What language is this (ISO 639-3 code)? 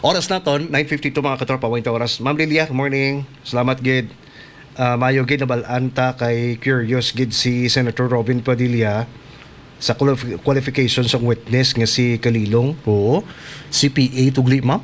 hil